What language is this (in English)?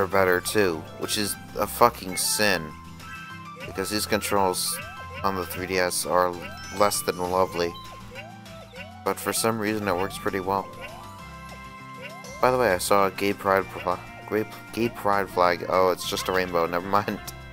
English